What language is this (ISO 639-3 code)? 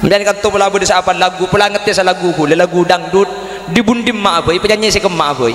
mad